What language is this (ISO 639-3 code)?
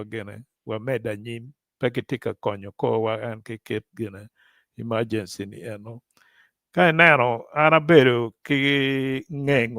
ach